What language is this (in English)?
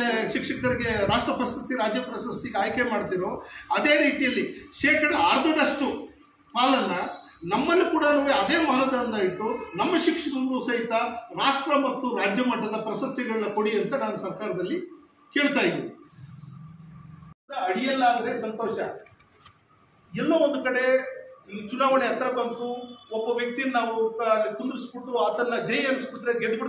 Kannada